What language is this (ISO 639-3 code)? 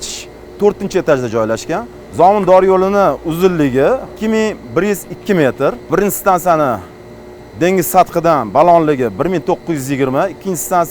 uzb